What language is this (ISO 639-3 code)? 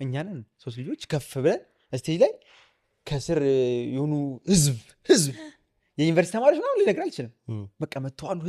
amh